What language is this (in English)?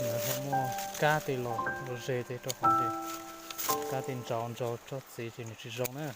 Hmong